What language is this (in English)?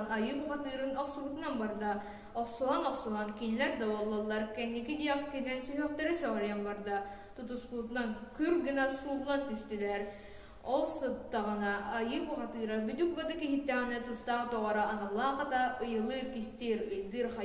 Yakut